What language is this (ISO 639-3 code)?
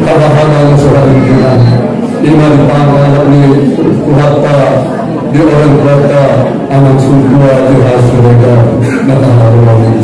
akb